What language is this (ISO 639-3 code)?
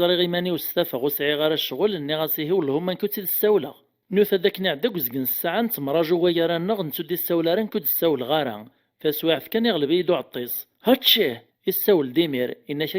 kab